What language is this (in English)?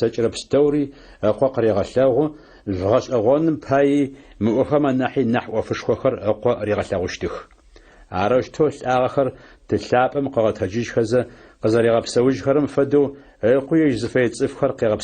Adyghe